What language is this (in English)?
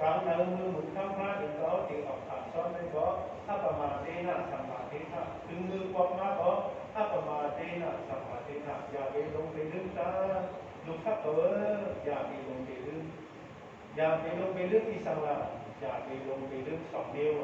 Shan